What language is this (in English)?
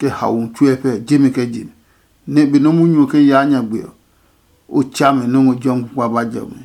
Adangme